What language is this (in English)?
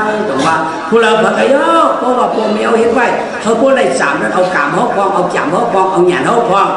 Shan